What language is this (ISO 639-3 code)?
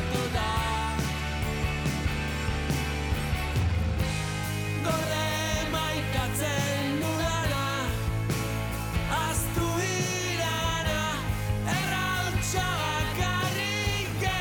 eus